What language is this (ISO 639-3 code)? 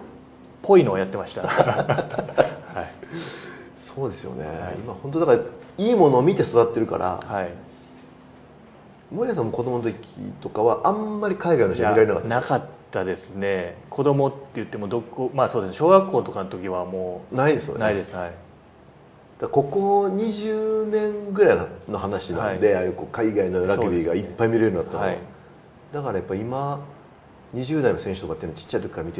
jpn